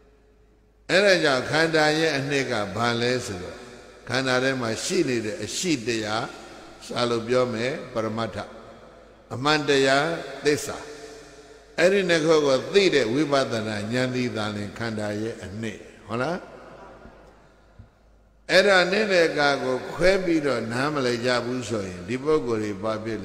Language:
Burmese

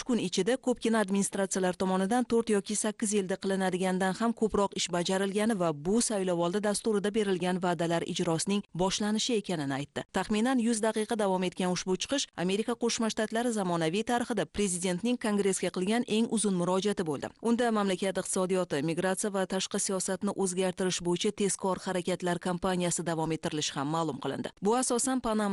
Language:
Uzbek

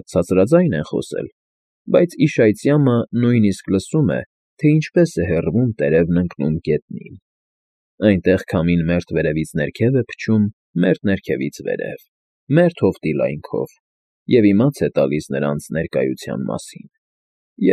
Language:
Armenian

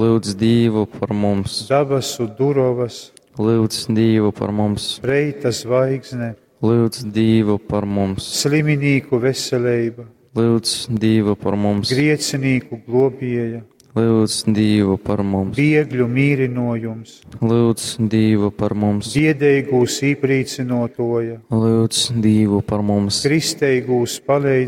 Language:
Latgalian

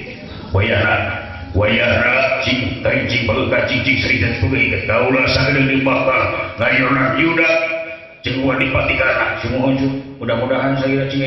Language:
Sundanese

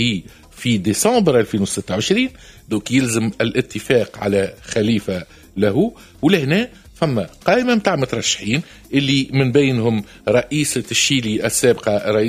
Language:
Tunisian Arabic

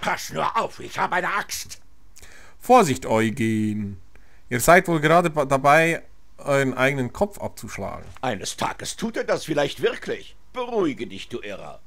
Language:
Swiss German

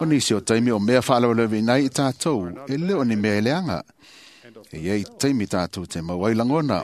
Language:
Samoan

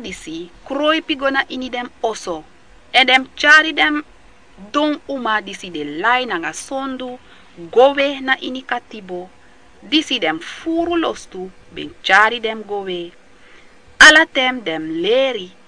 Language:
Sranan Tongo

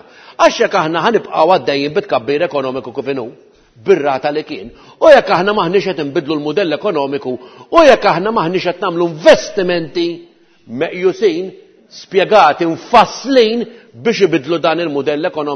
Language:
Maltese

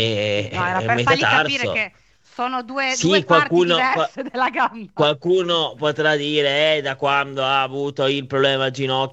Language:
Italian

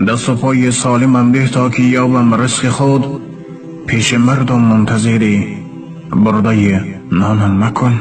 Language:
Tajik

